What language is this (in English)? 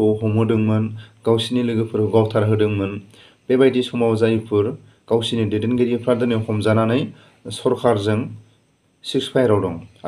Bodo